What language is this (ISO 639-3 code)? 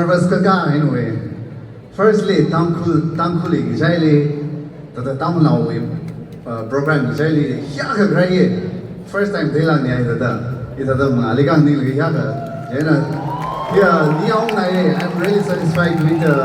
nmf